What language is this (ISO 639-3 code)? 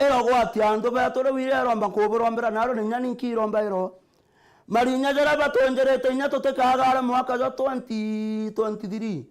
mer